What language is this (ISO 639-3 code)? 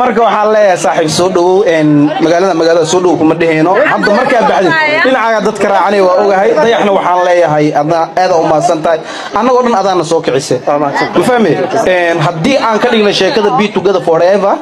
som